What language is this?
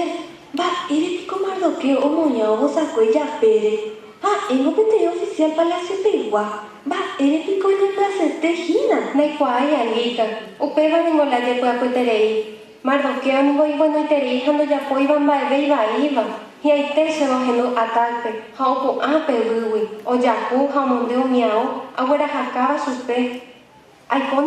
Guarani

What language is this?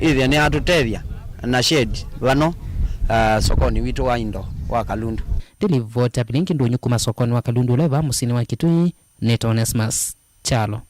Kamba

